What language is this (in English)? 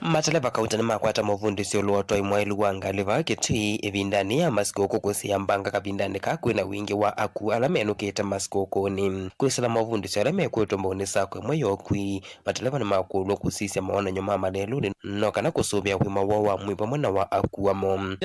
Kamba